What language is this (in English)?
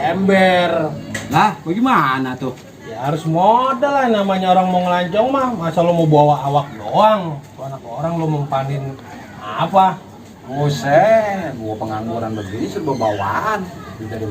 Betawi